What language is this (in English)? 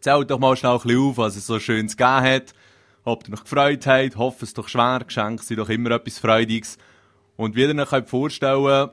Swiss German